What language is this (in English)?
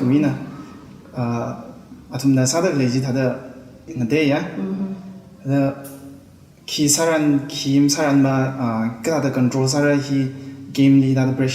Tangkhul Naga (India)